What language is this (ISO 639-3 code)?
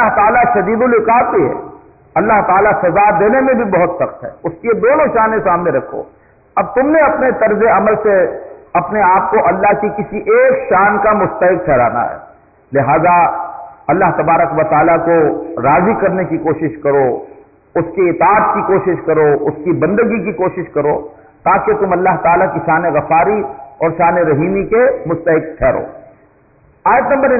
urd